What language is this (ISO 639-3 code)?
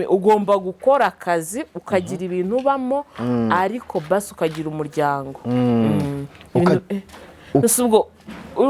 kin